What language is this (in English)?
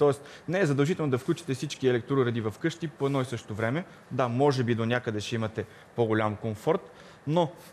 Bulgarian